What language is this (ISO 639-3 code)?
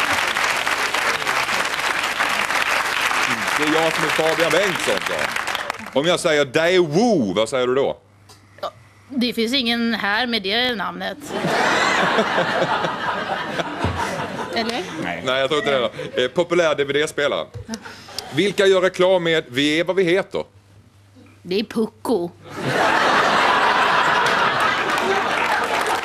swe